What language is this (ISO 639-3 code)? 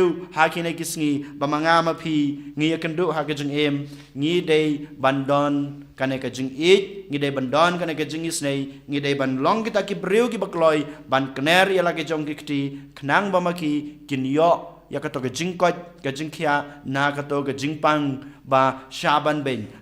kha